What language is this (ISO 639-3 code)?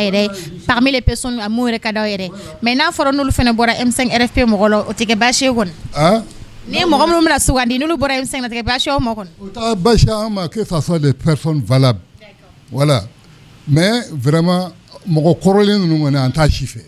bam